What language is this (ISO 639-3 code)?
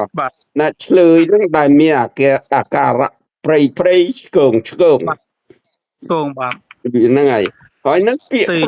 khm